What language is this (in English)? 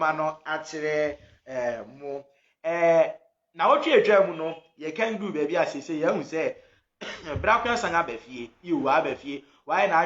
Akan